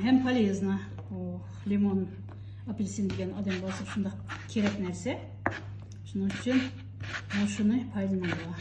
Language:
Uyghur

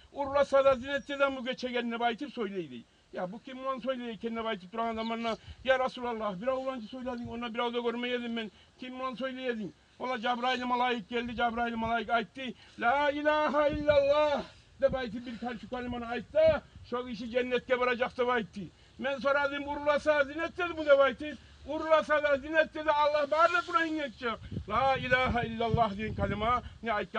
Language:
Kumyk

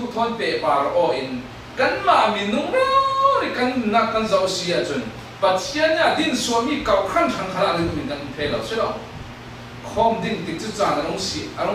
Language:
Falam Chin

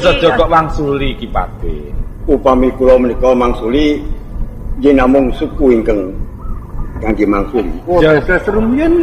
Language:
Javanese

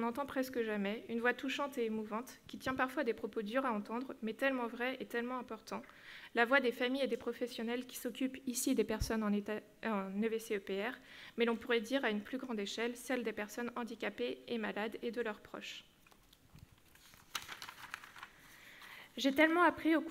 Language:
French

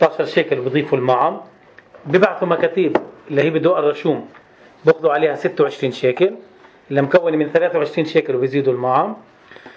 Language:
North Levantine Arabic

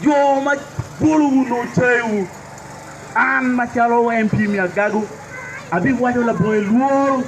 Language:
Acoli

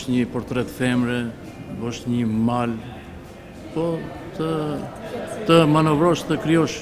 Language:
Albanian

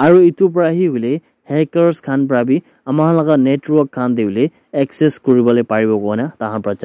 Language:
Naga Pidgin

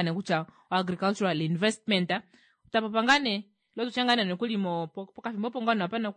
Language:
Kuanyama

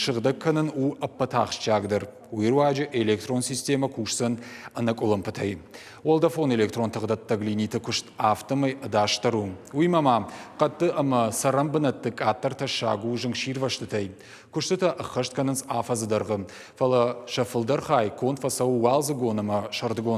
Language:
Ossetic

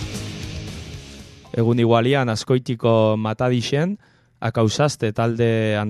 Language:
Basque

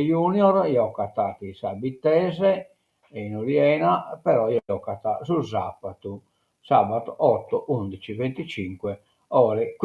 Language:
Sardinian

